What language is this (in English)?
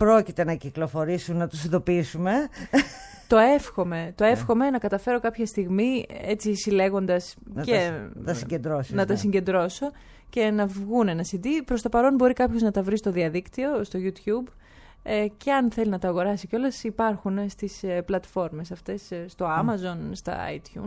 Greek